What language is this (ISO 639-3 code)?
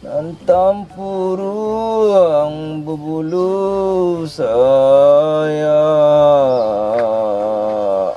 min